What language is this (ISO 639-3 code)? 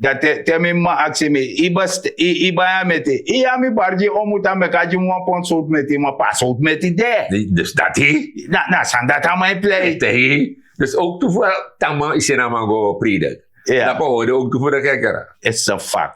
srn